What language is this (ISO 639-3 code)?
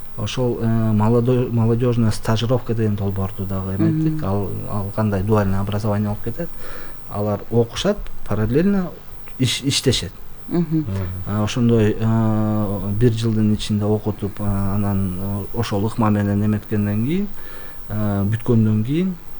kir